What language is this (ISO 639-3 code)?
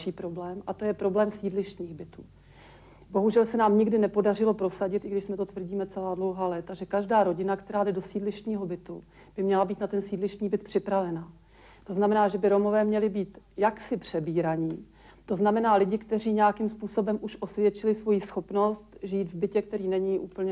ces